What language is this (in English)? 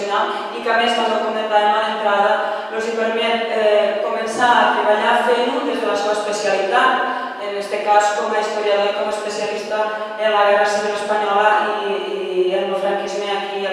Catalan